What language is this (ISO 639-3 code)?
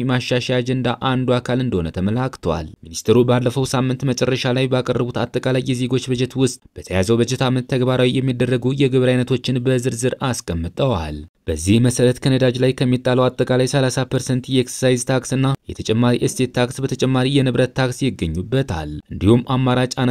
amh